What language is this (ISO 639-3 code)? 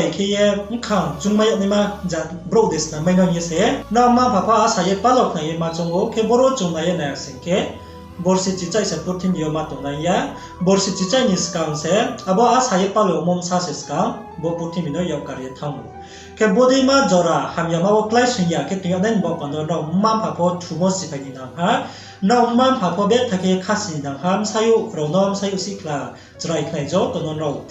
ria